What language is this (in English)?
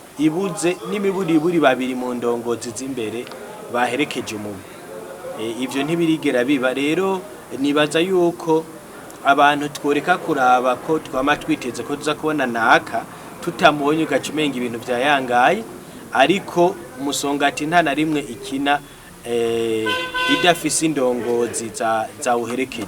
Rundi